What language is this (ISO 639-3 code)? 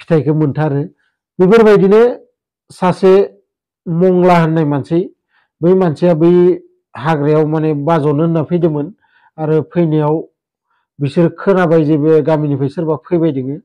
brx